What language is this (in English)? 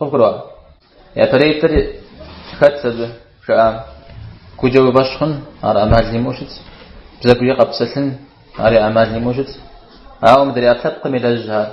Kabardian